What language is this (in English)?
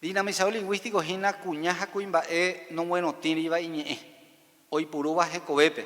Guarani